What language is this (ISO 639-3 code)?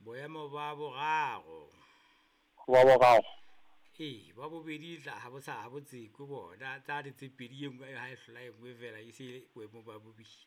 sot